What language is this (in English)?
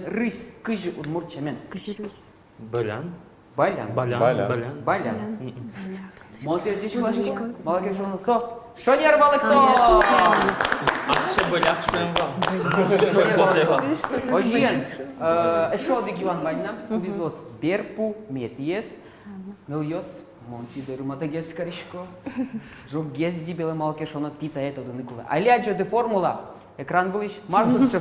Udmurt